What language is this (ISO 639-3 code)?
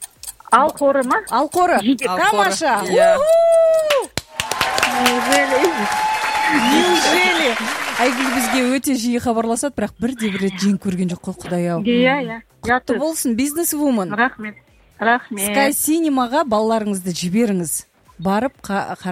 kaz